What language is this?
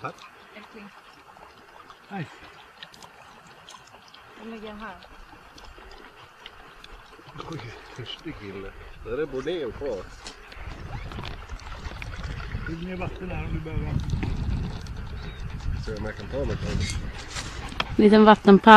Swedish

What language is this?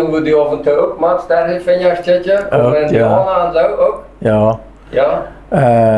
Plautdietsch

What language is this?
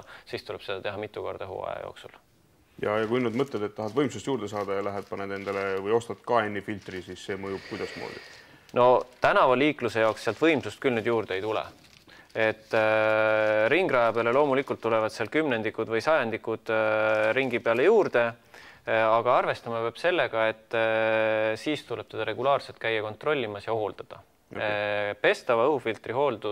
Estonian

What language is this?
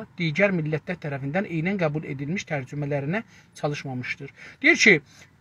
South Azerbaijani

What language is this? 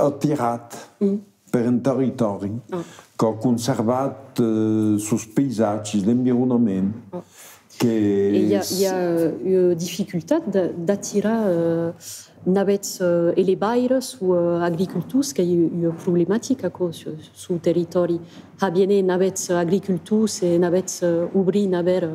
Occitan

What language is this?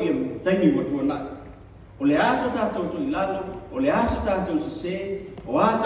Samoan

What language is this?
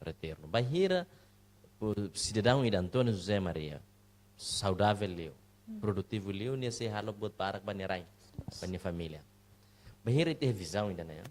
Tetum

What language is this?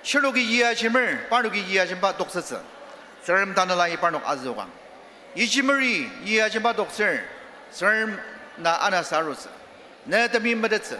Ao Naga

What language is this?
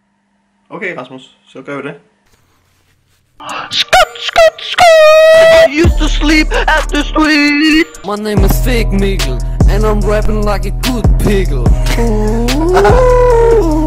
Danish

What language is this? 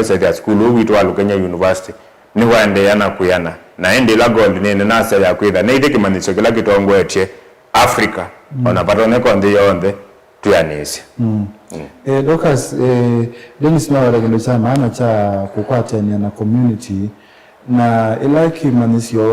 Kamba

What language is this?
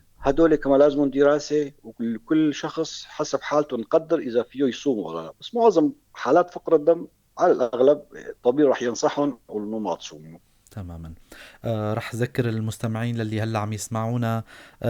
North Levantine Arabic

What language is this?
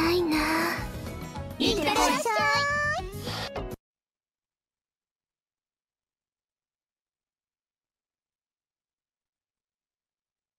Japanese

